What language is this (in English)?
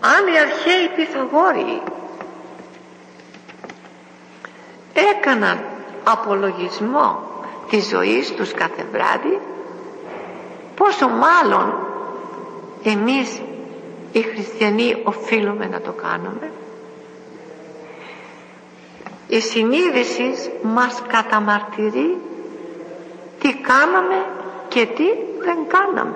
Greek